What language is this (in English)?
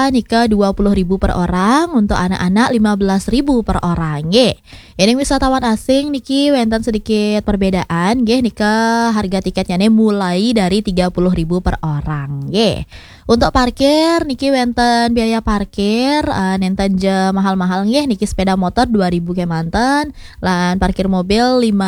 Balinese